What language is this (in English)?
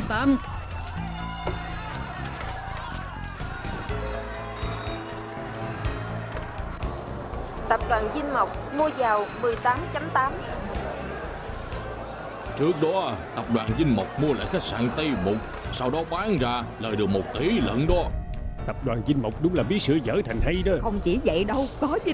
Vietnamese